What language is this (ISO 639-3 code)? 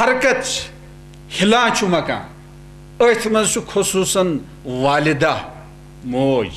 kas